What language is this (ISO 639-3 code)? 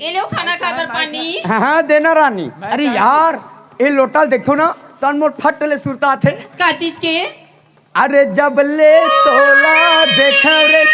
hne